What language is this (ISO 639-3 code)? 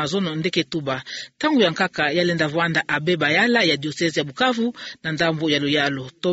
ktu